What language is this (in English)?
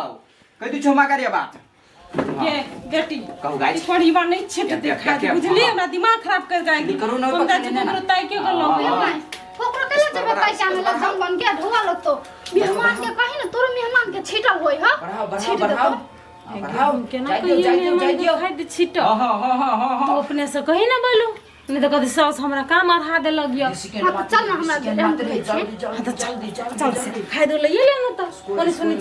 Maithili